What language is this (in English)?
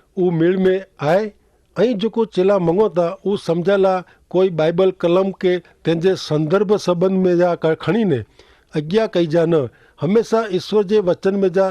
Kachhi